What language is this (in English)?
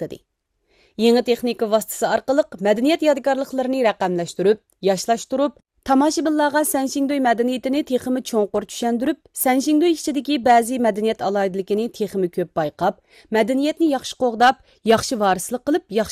Uyghur